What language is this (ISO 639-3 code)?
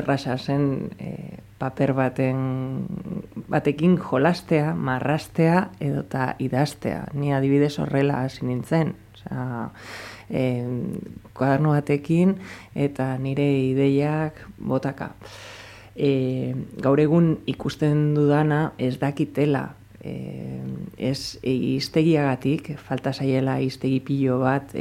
eus